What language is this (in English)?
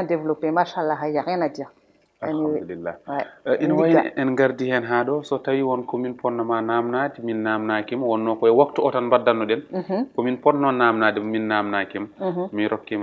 Fula